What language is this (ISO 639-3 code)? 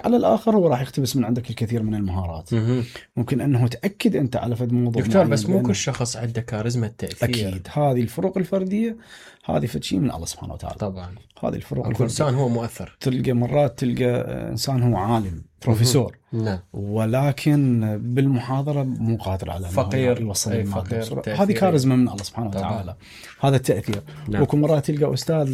acm